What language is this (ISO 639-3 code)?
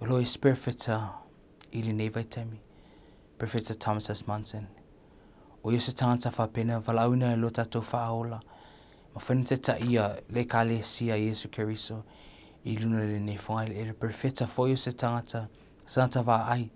smo